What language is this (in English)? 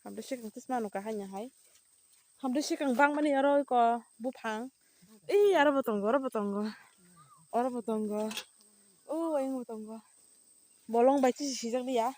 Kok Borok